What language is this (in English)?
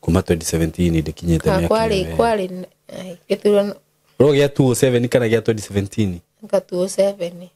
Kikuyu